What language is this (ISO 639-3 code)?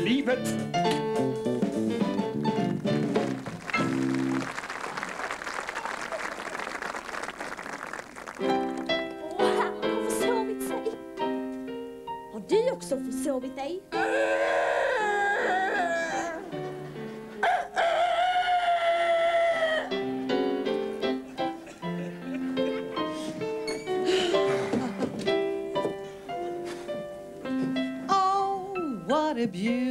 swe